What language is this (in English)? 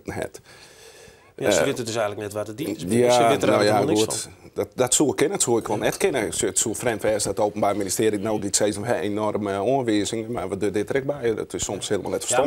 Western Frisian